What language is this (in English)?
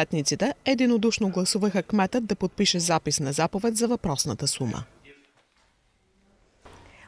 Bulgarian